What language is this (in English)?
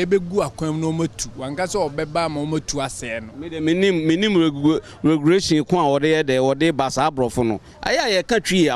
Akan